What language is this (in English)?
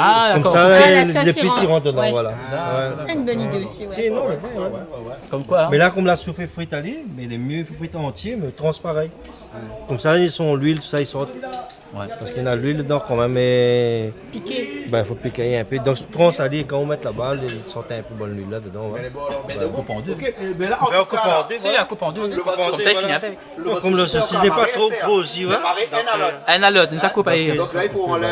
Réunion Creole French